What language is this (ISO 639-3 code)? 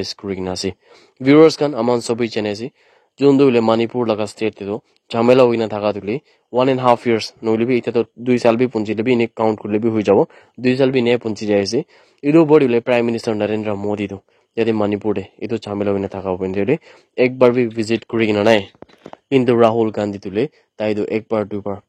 nag